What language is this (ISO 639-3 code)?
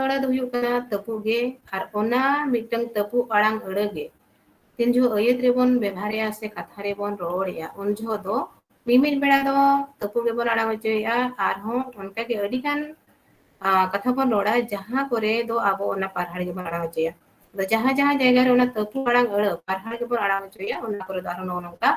sat